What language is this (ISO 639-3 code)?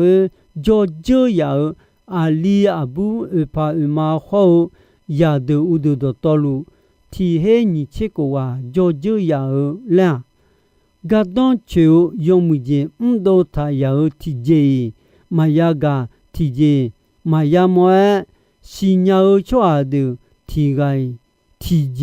ahk